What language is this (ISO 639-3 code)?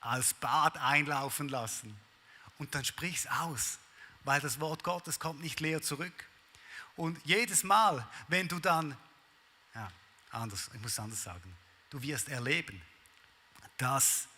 gsw